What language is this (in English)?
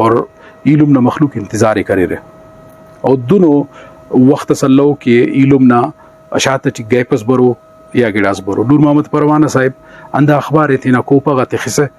Brahui